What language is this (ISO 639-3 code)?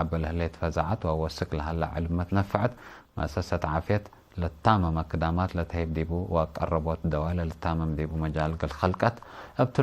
tig